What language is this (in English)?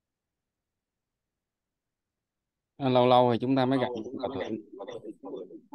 Vietnamese